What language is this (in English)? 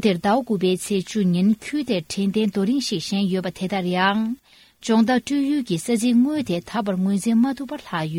Tibetan